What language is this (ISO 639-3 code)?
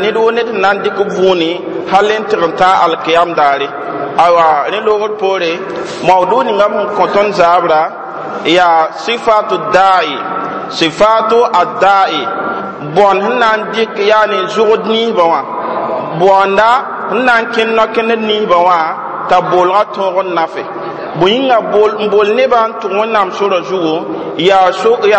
mos